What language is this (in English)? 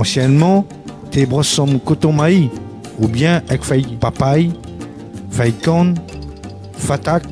Réunion Creole French